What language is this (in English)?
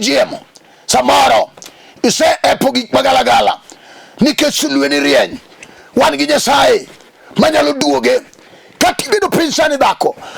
Luo (Kenya and Tanzania)